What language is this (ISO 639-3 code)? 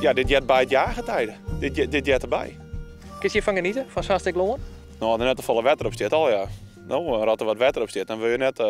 fry